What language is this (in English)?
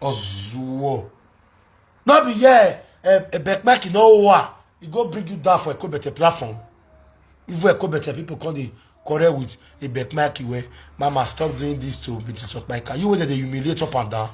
Nigerian Pidgin